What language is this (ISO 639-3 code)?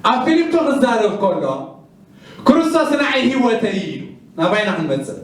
tir